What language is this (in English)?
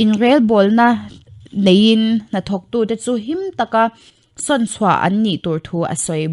Mizo